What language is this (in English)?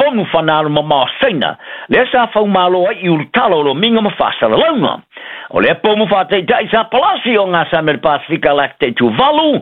Samoan